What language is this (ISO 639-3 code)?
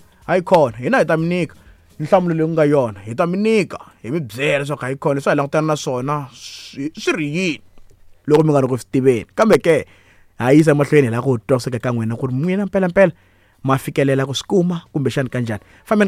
tso